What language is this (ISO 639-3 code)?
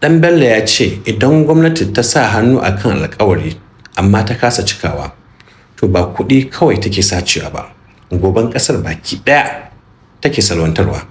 hau